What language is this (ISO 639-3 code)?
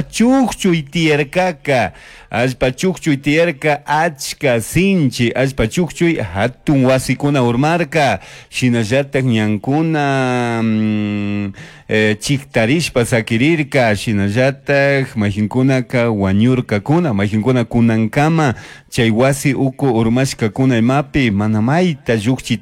qug